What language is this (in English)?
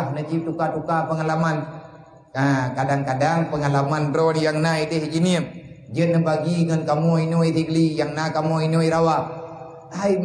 Achinese